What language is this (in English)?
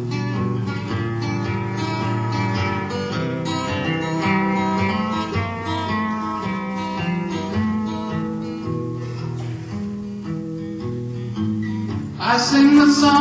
English